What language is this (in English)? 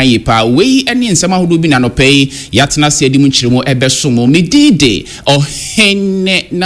Akan